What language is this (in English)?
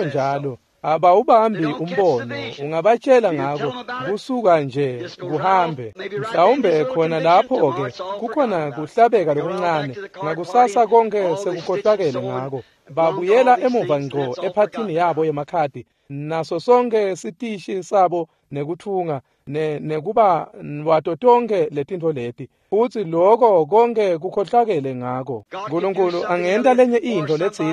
Swati